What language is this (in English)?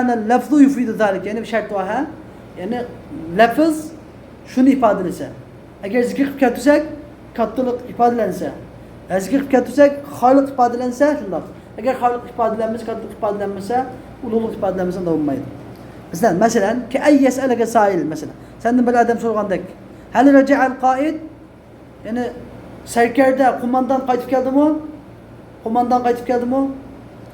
Uyghur